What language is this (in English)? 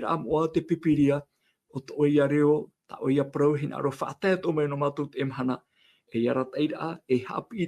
Tahitian